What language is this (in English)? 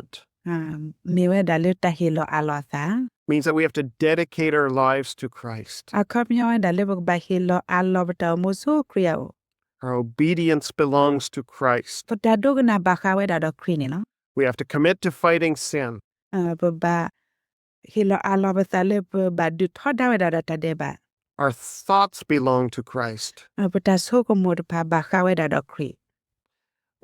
S'gaw Karen